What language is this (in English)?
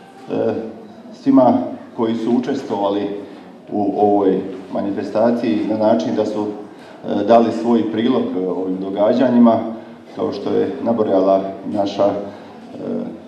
Croatian